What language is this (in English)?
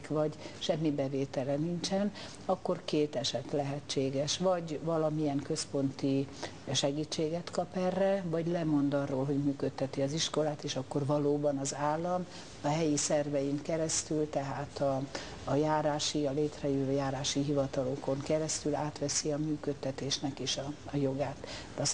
Hungarian